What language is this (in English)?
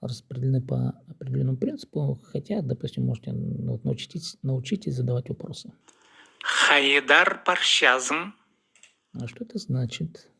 Khakas